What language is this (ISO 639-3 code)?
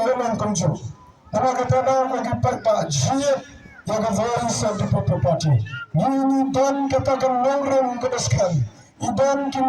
kha